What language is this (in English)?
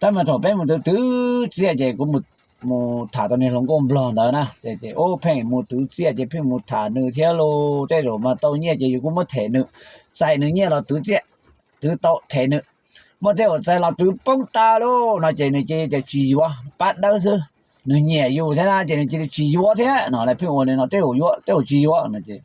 Hmong